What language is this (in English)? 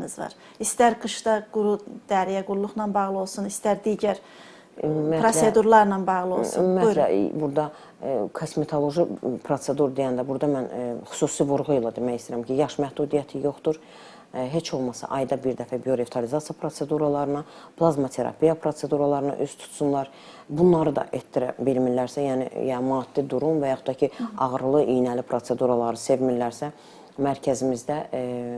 Azerbaijani